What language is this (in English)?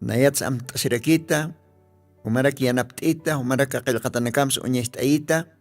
Aymara